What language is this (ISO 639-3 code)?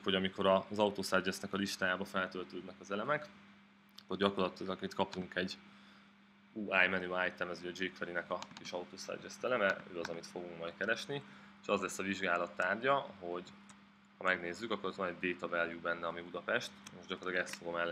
hun